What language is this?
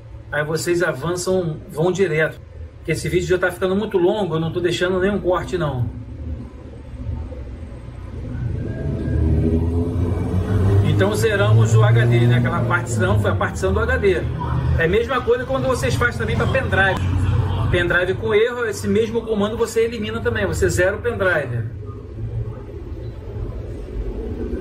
Portuguese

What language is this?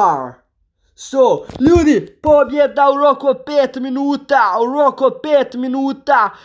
Croatian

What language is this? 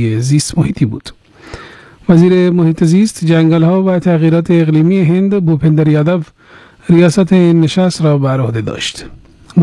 Persian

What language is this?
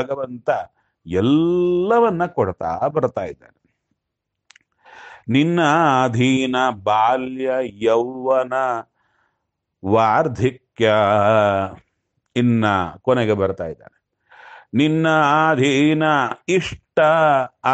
Kannada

